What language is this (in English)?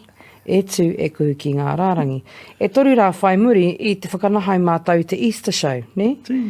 Māori